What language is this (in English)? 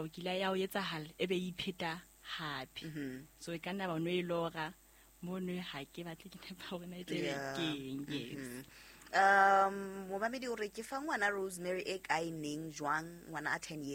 Southern Sotho